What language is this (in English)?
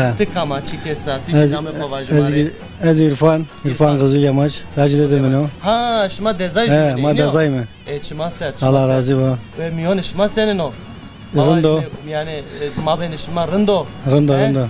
Zaza